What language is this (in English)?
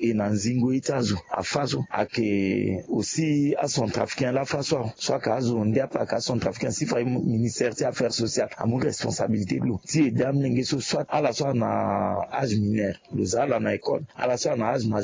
Sango